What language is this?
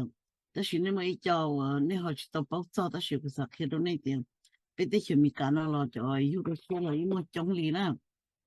Hmong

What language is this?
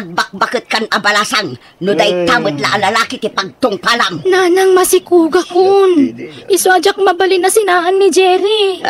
Iloko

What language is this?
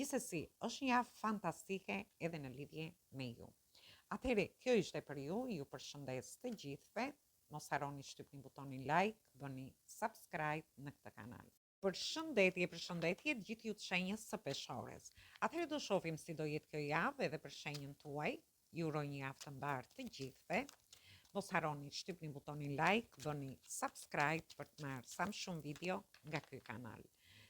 Albanian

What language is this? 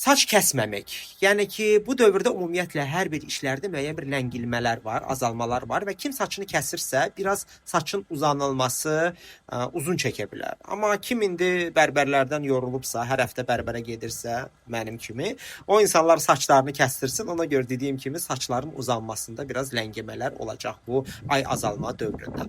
Azerbaijani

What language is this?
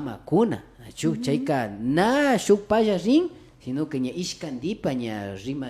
Imbabura Highland Quichua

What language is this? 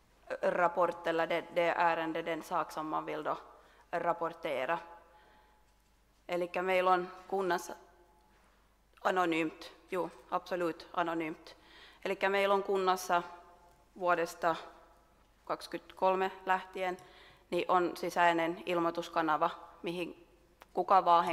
Swedish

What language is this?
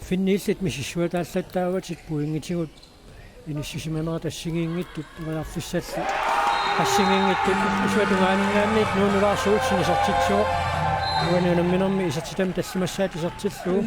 Kalaallisut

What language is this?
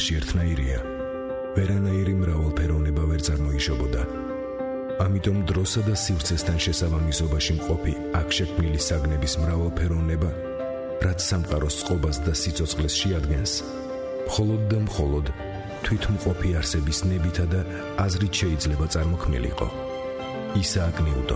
Georgian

